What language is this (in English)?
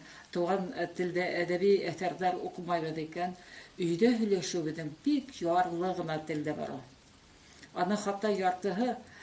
Bashkir